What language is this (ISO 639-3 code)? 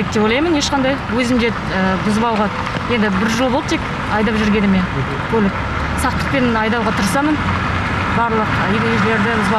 kaz